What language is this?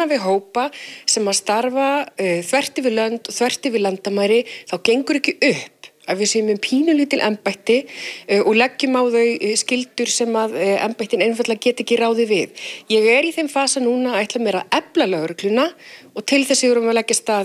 Icelandic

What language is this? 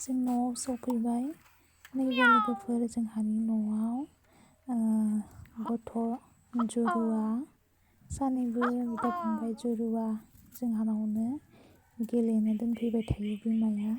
Bodo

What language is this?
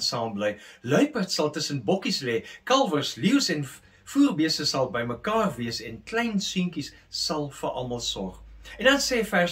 Afrikaans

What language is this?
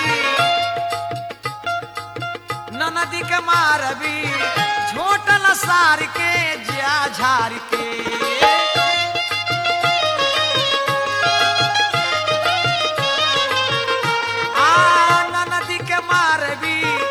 Bhojpuri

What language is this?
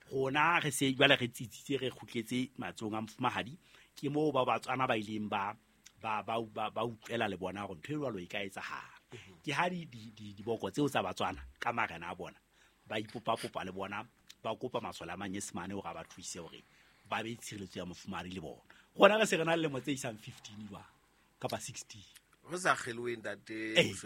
Southern Sotho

